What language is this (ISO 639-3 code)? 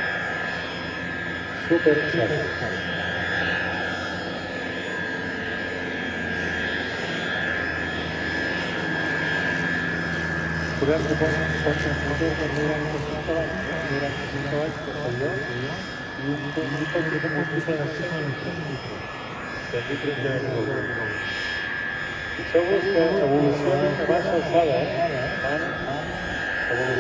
cat